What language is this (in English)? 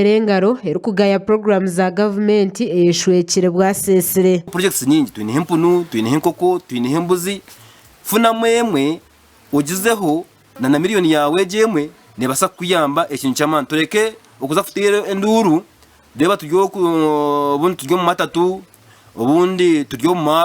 Nyankole